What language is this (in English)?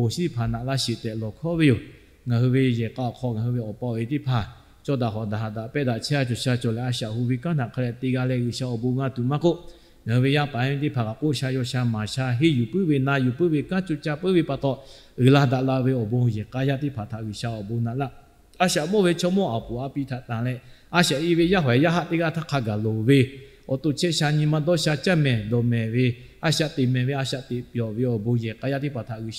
Lahu